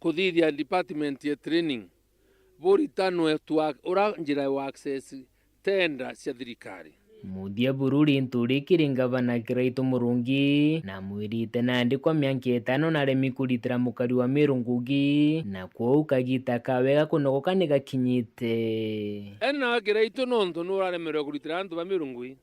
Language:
Meru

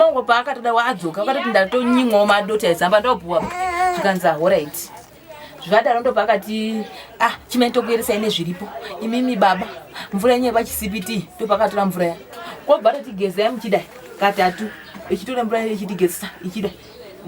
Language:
Shona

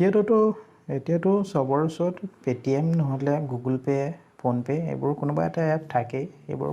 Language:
Assamese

